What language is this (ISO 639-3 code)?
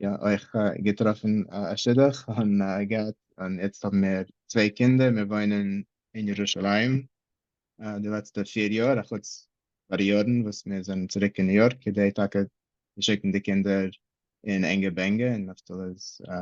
yid